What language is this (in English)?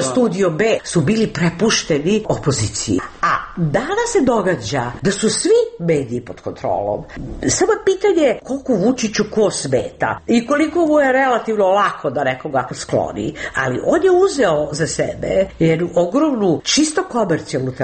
Serbian